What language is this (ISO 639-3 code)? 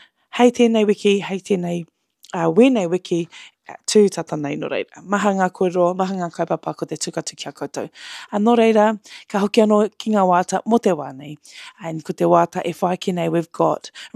mri